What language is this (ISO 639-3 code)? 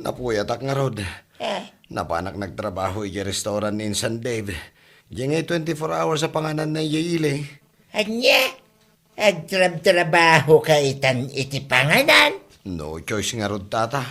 ilo